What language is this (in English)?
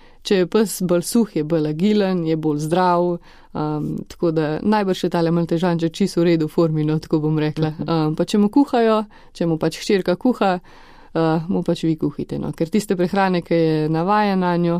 Slovenian